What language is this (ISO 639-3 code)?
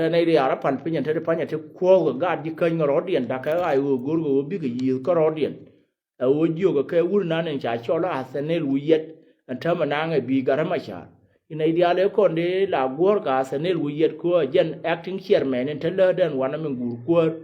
nus